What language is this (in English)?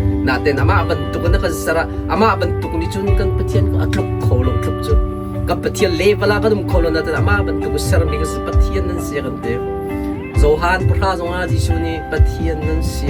Hakha Chin